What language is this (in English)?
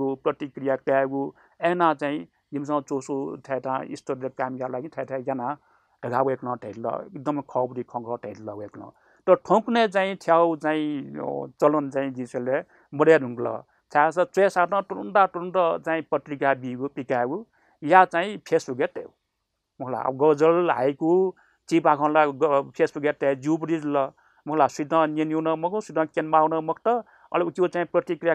Newari